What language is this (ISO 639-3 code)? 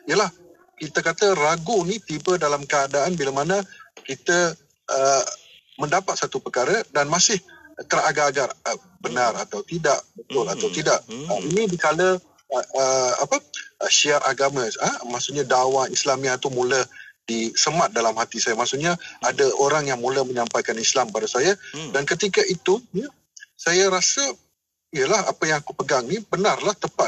msa